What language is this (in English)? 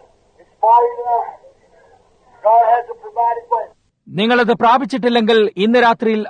Malayalam